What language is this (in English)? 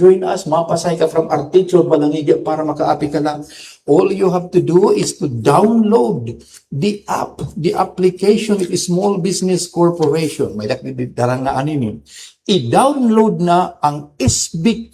Waray